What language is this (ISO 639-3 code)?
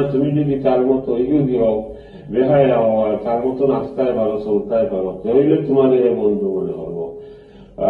syl